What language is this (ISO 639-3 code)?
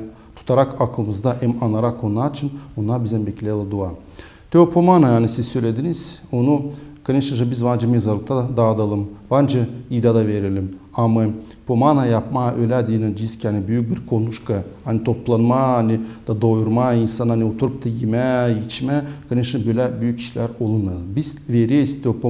gag